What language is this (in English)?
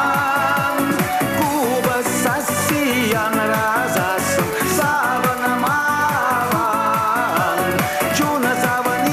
Chuvash